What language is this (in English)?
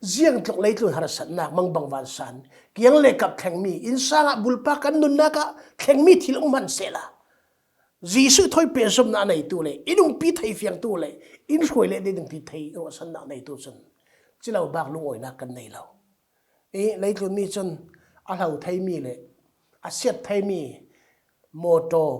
Falam Chin